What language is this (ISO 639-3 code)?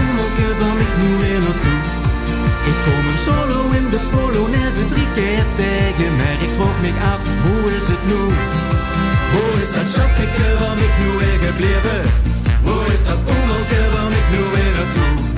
lim